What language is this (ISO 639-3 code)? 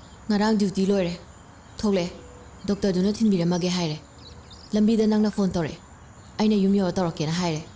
mni